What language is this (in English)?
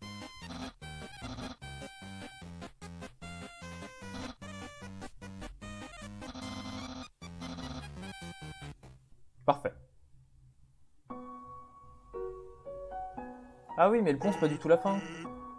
French